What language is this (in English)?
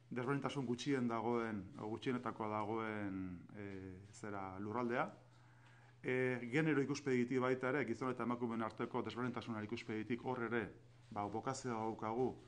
Basque